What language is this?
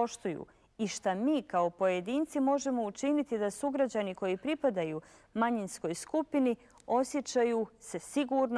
Bosnian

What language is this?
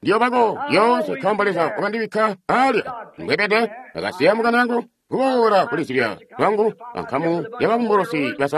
Tonga (Zambia)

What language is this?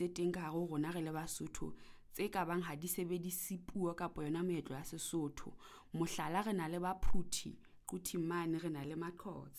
Southern Sotho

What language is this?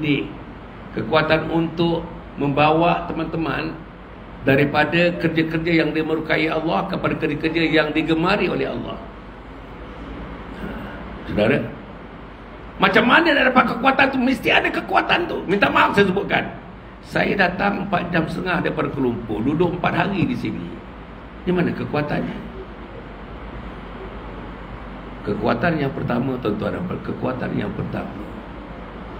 Malay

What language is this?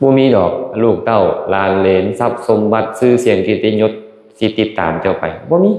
Lao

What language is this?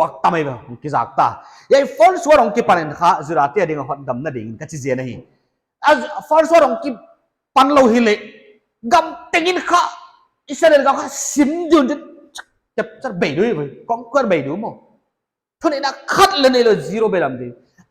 Paite Chin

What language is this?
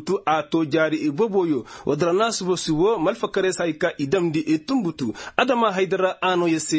Koyraboro Senni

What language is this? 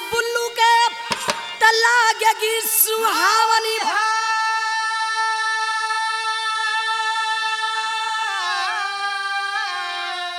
Bhojpuri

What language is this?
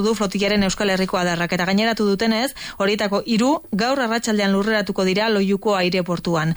Basque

